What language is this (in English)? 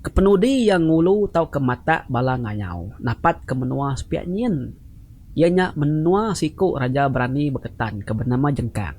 Iban